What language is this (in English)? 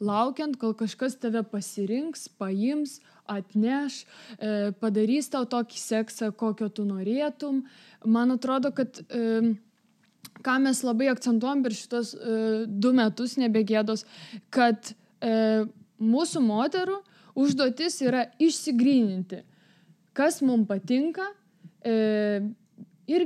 Lithuanian